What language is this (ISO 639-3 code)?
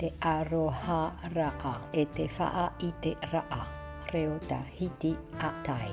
tah